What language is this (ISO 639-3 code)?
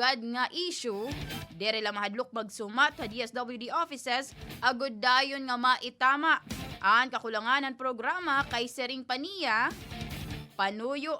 war